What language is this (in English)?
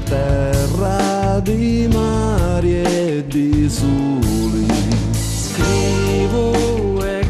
Sicilian